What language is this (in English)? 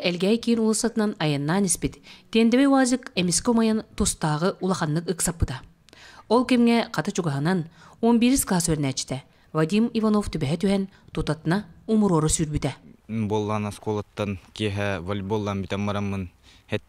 Yakut